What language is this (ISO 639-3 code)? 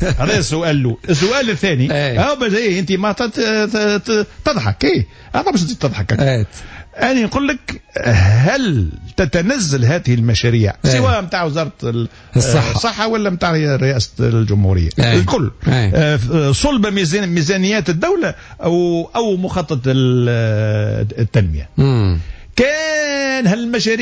aeb